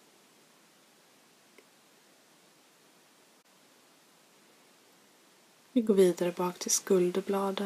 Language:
Swedish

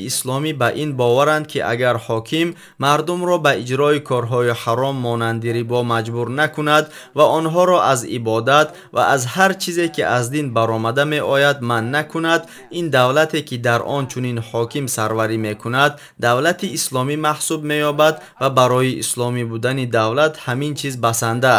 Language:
Tajik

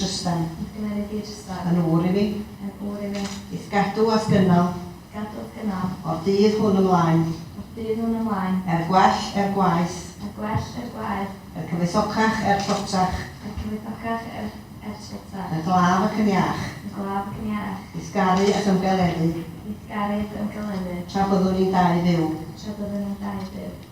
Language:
Welsh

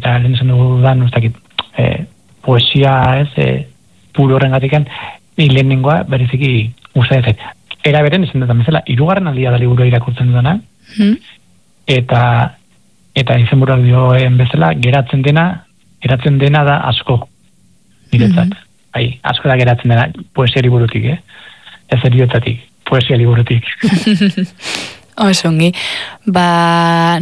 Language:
Basque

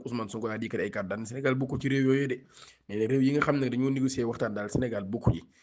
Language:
Wolof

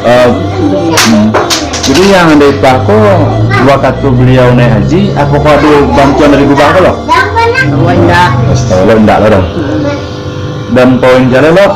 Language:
Minangkabau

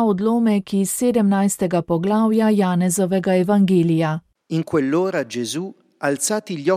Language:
Slovenian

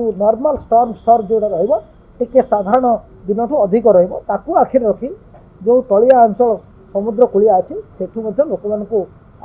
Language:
Odia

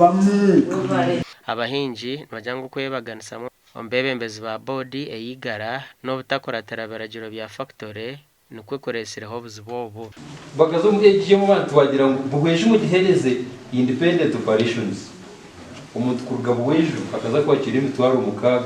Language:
Nyankole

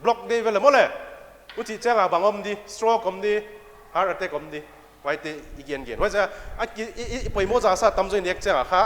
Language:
Paite Chin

